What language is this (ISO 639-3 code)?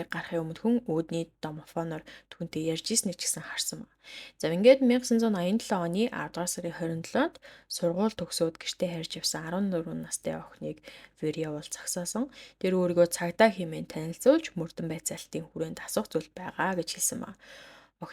mon